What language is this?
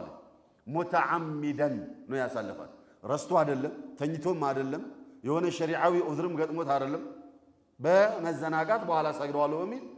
Amharic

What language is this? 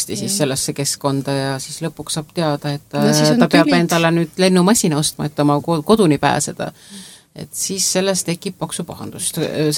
Estonian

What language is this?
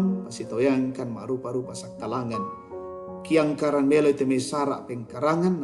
Toraja-Sa'dan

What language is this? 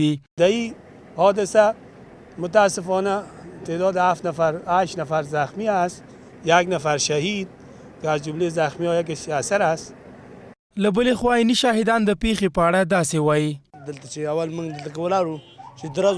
Pashto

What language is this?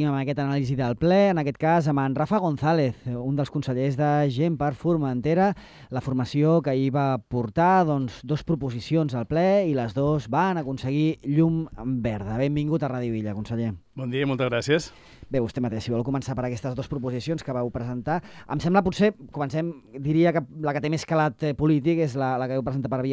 Catalan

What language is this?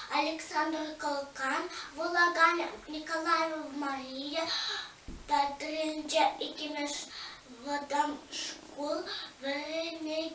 Chuvash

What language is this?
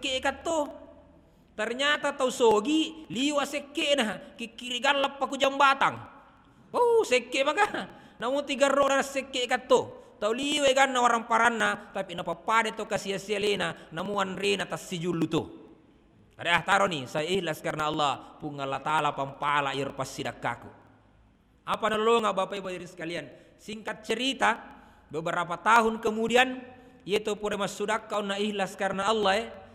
Buginese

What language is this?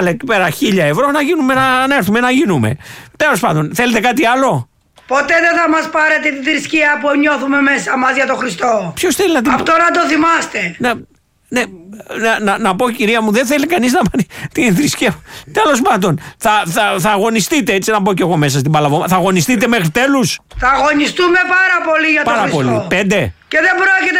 Greek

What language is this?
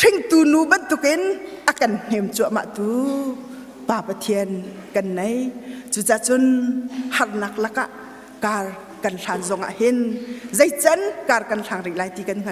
Hakha Chin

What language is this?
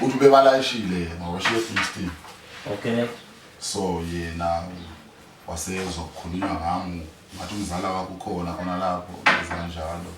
Zulu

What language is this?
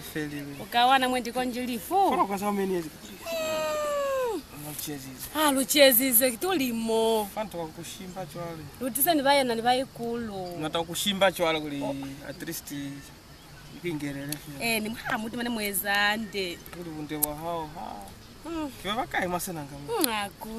Lozi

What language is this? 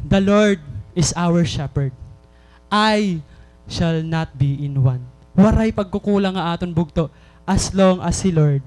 Waray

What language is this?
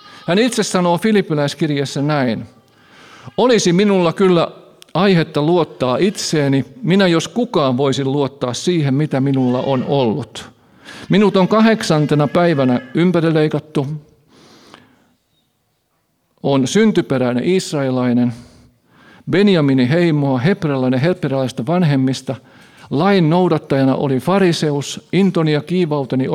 Finnish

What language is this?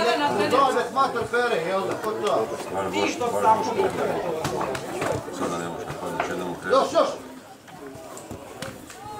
Croatian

